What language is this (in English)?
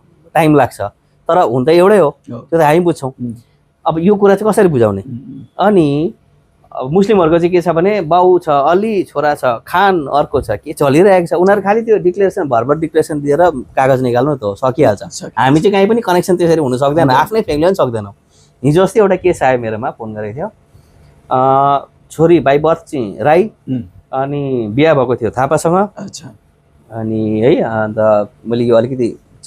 Nepali